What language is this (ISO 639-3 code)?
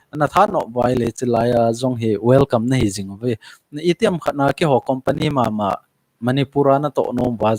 tcz